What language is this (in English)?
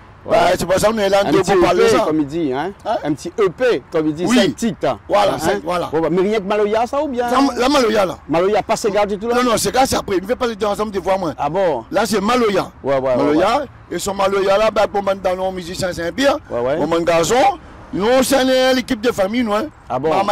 Réunion Creole French